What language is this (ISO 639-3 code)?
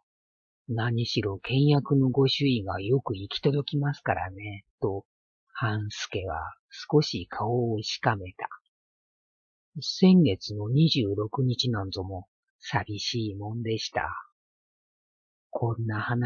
jpn